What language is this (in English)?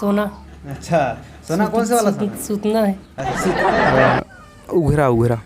Chhattisgarhi